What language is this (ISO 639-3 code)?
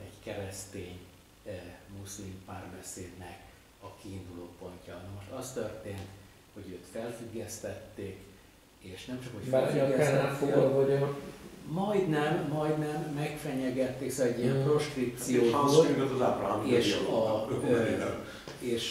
hun